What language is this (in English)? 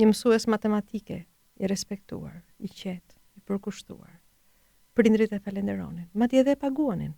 Albanian